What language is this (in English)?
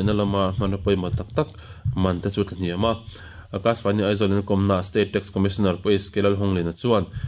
Mizo